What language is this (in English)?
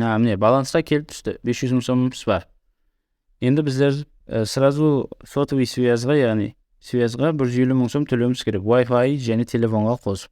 Kara-Kalpak